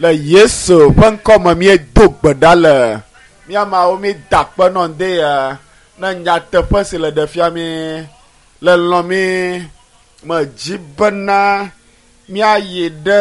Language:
Ewe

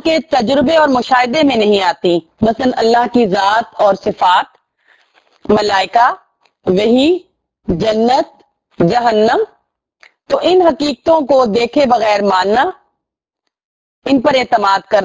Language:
Urdu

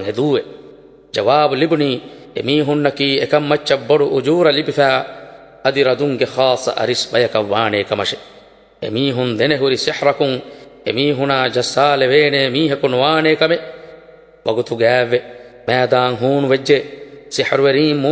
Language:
Divehi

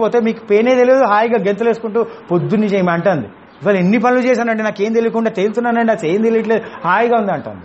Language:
Telugu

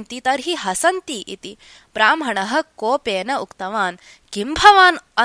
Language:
Sanskrit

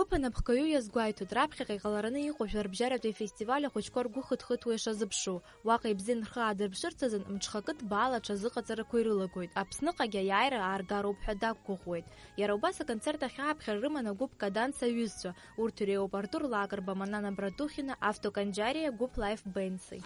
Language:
Abkhazian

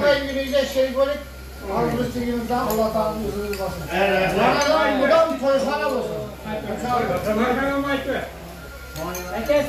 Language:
Uzbek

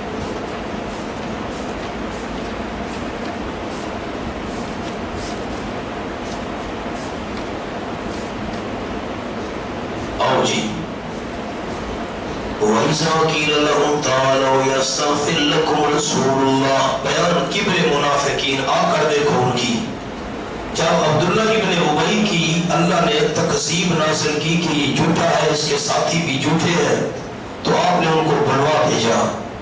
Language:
Urdu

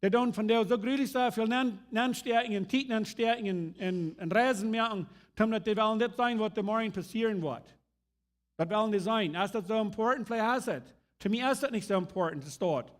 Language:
Plautdietsch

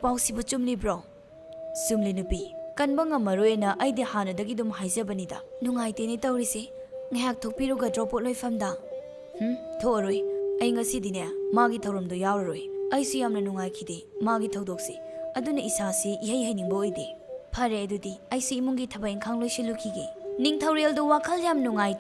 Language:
Manipuri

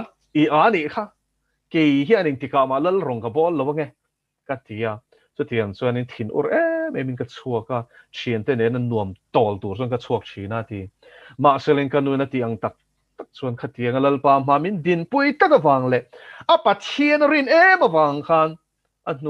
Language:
Mizo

